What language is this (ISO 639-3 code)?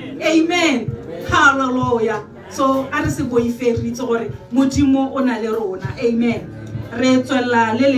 tsn